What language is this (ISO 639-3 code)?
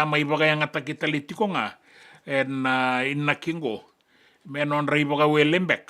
fij